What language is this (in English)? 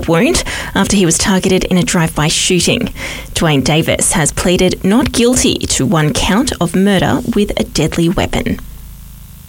English